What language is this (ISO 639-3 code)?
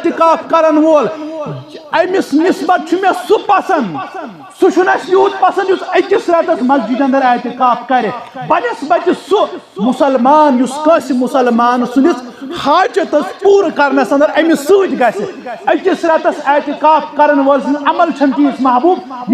kas